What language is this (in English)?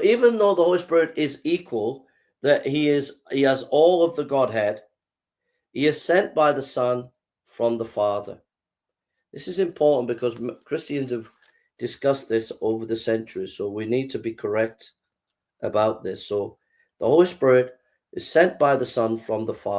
English